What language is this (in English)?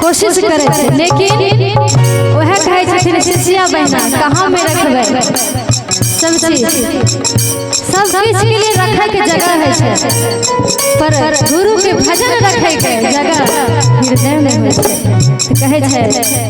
Maithili